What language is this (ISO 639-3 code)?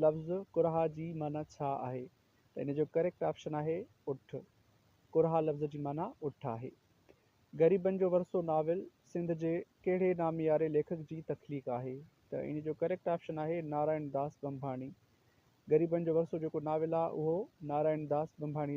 snd